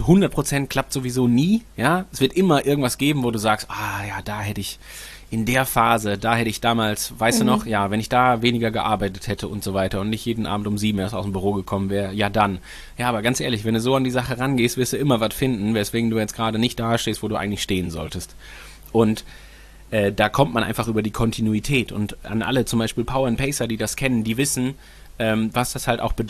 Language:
German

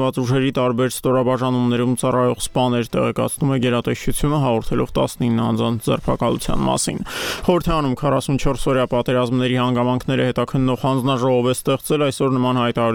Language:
Armenian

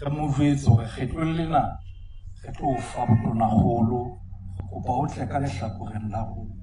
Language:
Southern Sotho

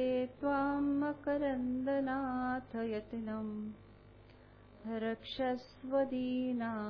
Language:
Marathi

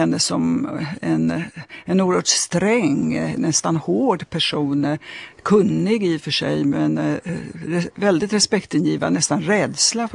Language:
Swedish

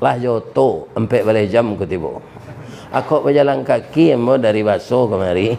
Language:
Minangkabau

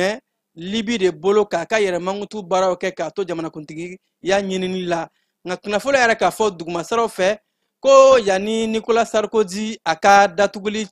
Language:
Bambara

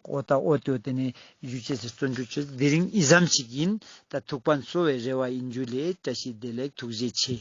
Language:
Ladakhi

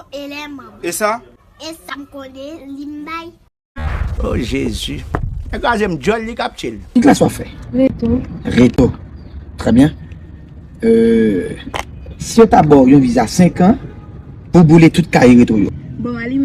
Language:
Haitian Creole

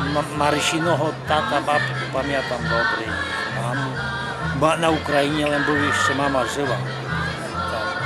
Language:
Rusyn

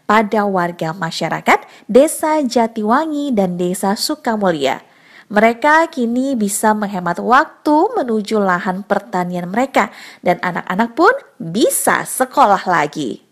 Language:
Indonesian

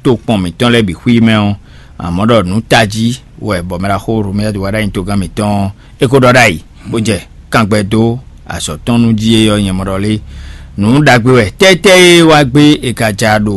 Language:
Fon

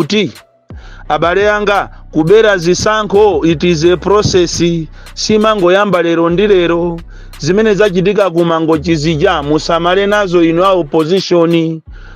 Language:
Nyanja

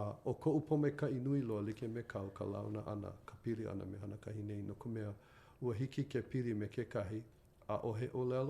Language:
Hawaiian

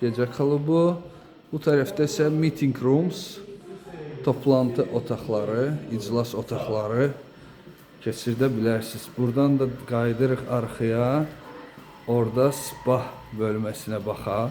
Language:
Azerbaijani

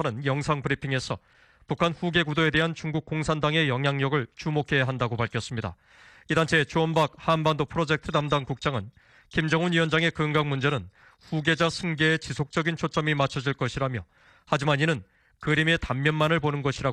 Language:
Korean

